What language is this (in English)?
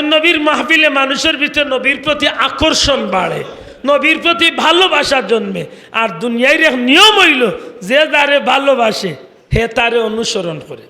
Sylheti